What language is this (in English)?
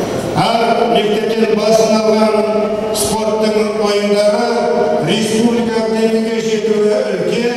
Kazakh